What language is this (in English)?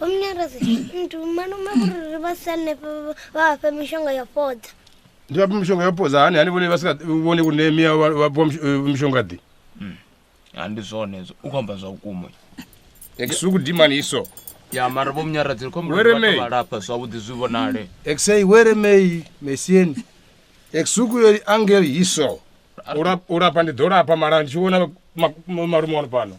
Venda